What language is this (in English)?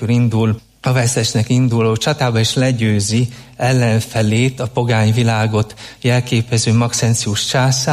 Hungarian